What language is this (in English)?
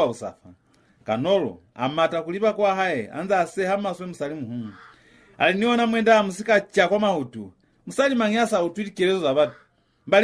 Lozi